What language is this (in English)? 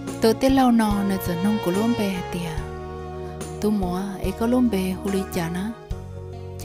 Hmong